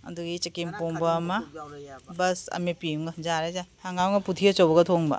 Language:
Manipuri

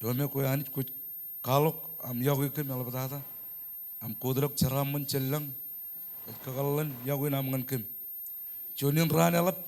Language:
Marshallese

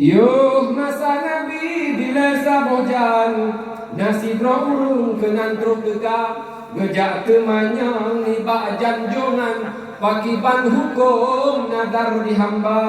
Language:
Achinese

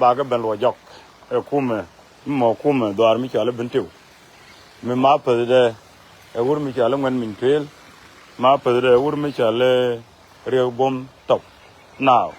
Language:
Nuer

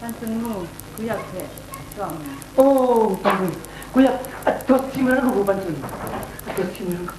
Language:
Kachin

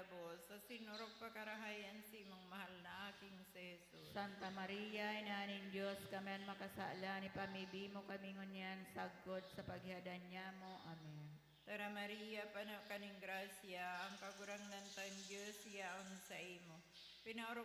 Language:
Bikol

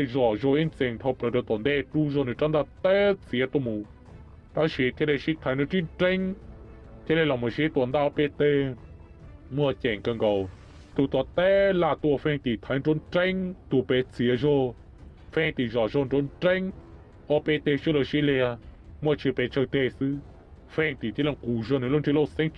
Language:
Hmong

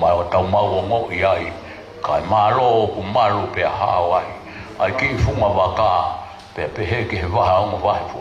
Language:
Tongan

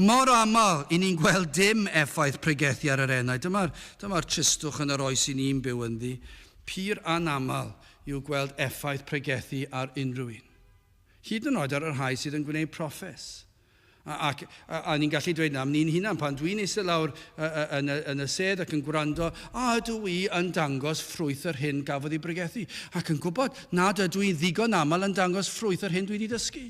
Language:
Welsh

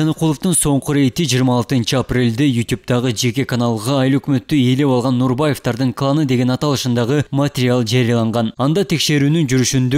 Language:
Kyrgyz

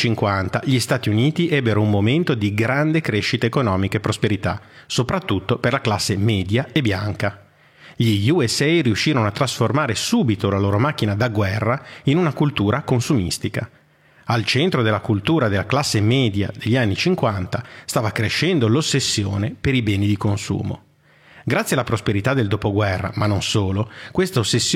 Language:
Italian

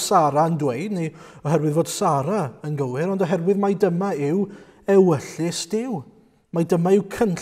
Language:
Welsh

